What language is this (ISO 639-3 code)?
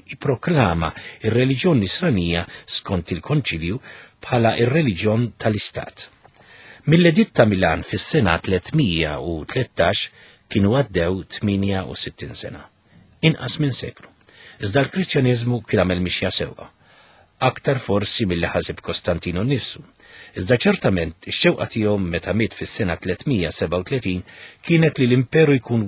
mlt